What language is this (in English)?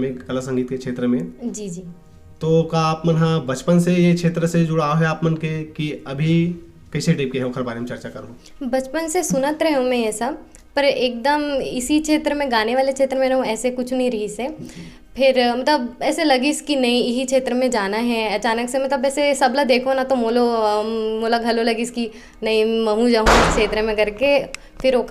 Chhattisgarhi